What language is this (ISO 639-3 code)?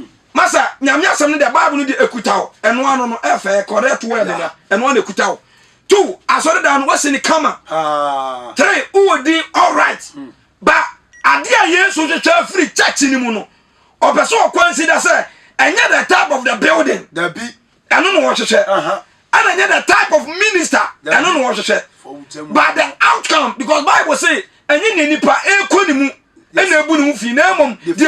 aka